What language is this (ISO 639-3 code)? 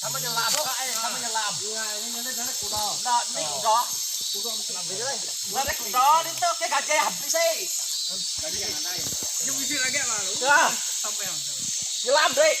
iba